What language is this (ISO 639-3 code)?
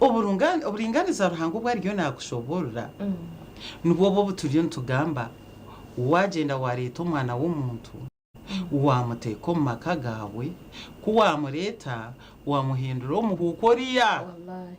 nyn